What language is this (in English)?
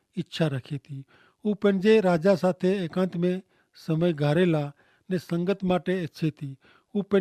Kachhi